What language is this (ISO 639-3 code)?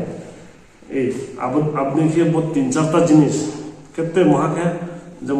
ria